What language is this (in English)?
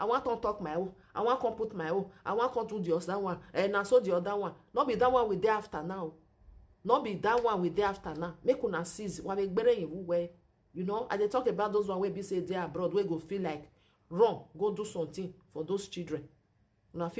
Nigerian Pidgin